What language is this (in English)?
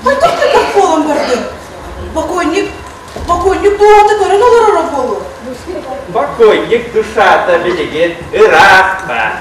Yakut